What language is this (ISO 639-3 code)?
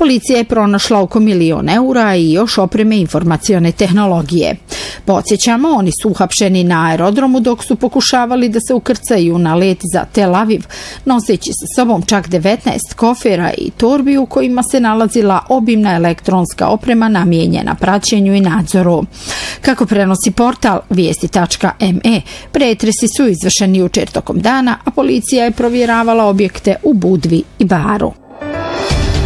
bos